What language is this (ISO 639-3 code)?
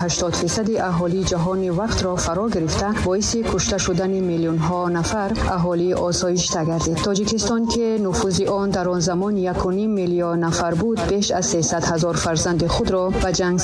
tgk